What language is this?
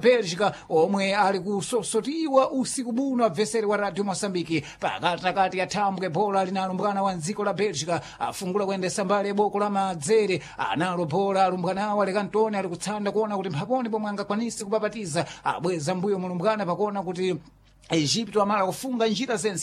Sena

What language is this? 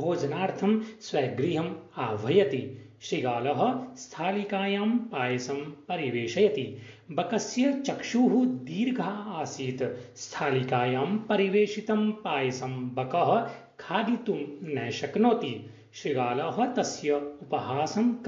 Sanskrit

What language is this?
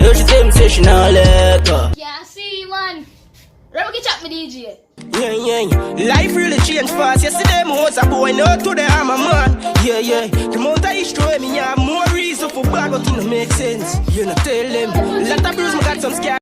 Jamaican Creole English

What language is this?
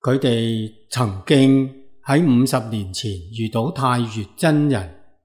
Cantonese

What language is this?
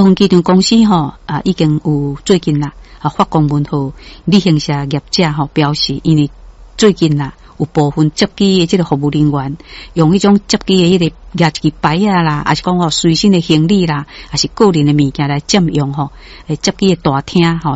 Min Nan Chinese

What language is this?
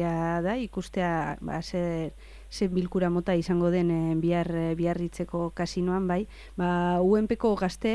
Basque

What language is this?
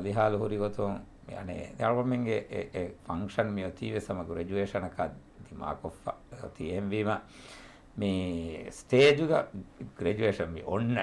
Divehi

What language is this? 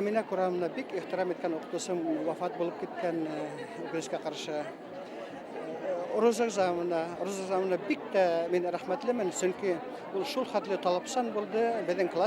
Bashkir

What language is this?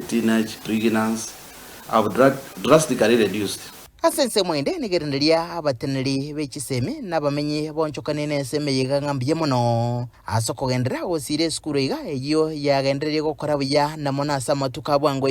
Gusii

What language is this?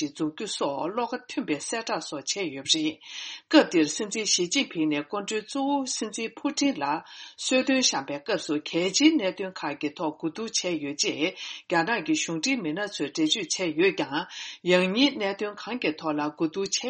Tibetan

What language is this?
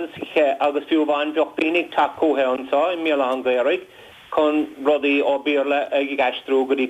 Irish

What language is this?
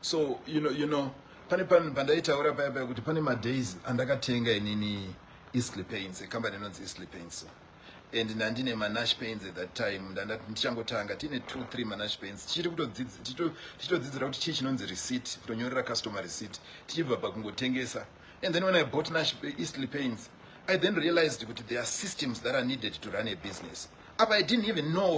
Shona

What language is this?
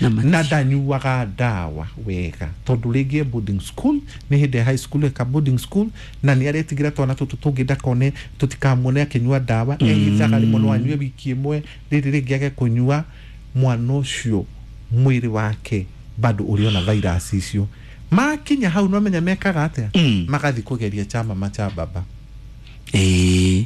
Kikuyu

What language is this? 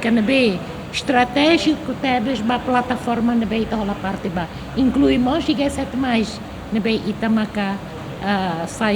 Tetum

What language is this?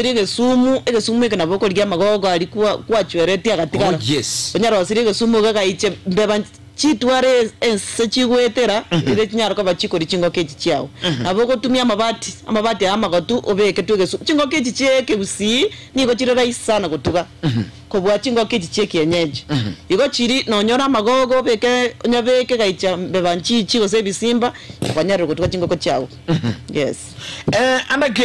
Gusii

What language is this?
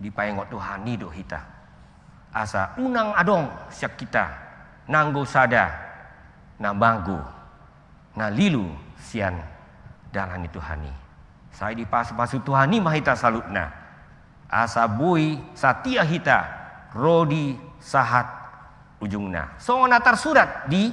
Batak Toba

